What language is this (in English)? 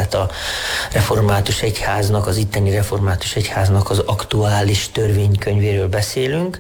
Hungarian